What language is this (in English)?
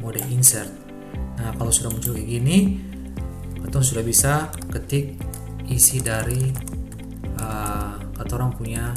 Ambonese Malay